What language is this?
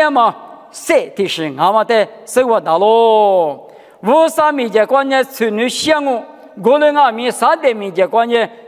Lisu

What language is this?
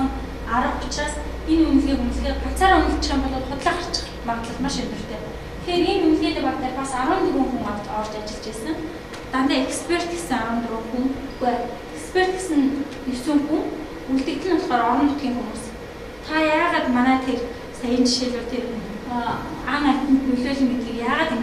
Mongolian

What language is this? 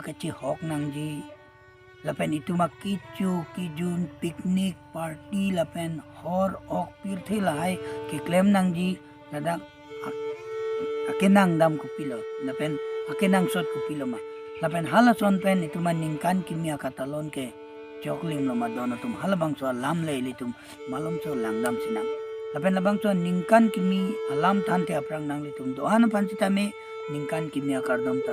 Karbi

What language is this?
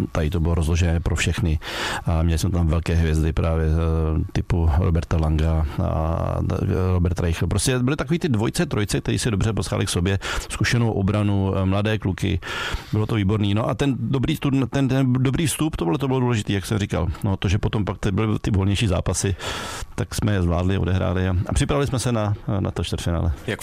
Czech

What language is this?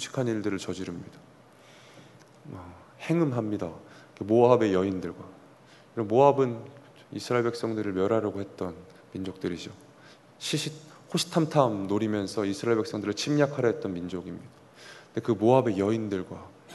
Korean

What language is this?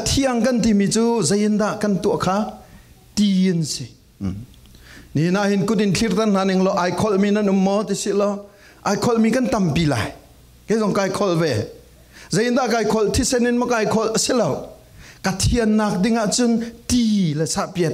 Falam Chin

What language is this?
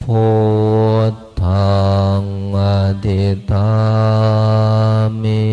Pali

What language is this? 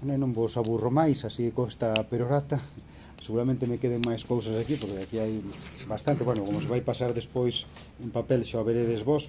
Galician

